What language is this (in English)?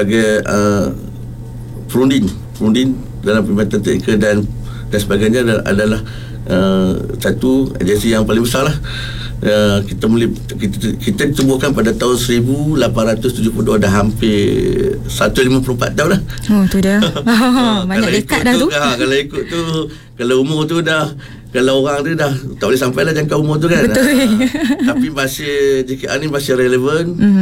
Malay